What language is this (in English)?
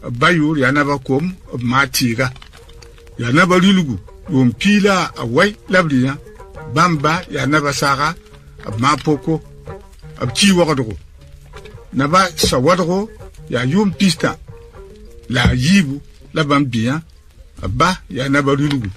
Mossi